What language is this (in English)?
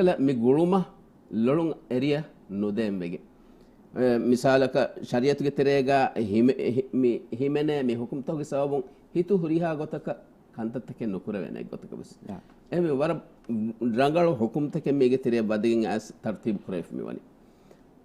Divehi